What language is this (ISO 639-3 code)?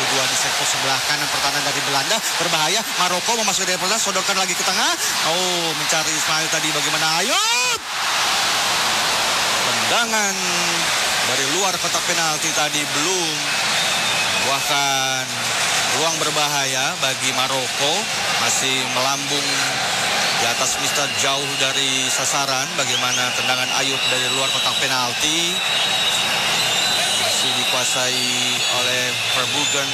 ind